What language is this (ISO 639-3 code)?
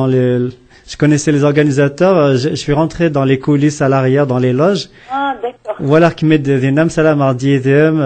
kab